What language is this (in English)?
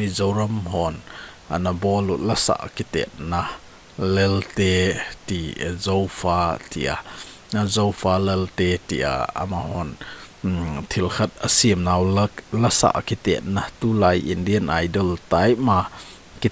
Thado Chin